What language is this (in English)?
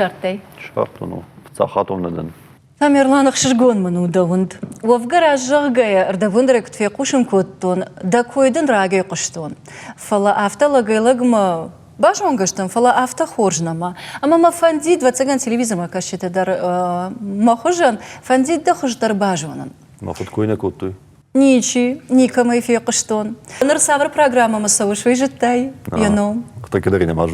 Ossetic